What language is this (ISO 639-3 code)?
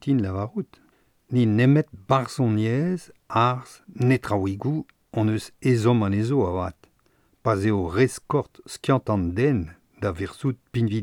bre